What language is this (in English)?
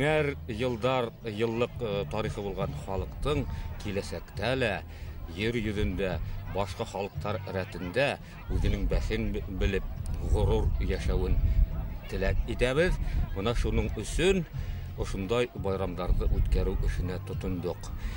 Bashkir